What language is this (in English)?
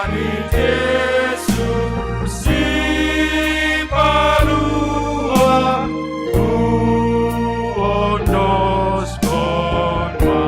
Batak Simalungun